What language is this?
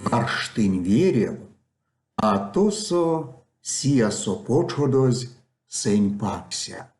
Erzya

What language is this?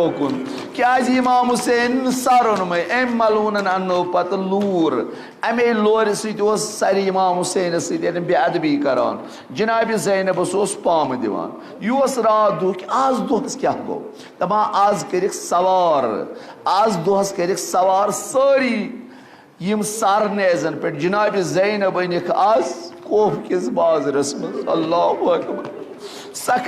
Kashmiri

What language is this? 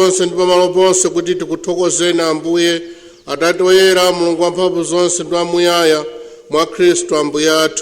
Nyanja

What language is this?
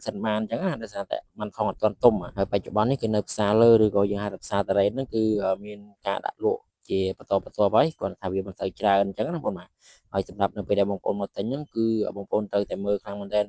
Khmer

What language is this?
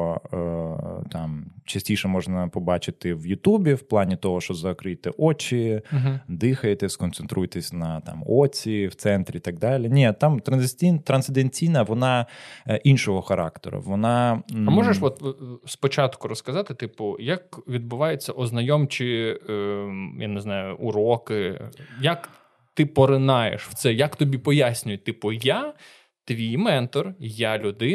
Ukrainian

